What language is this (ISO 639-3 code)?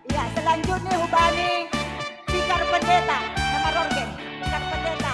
bts